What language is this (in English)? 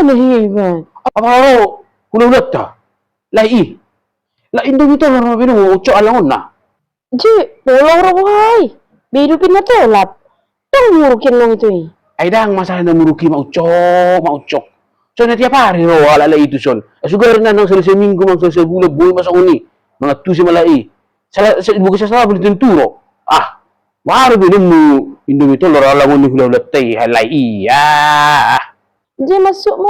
Batak Toba